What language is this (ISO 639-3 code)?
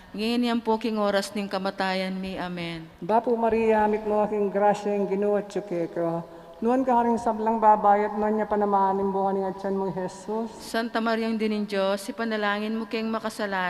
pam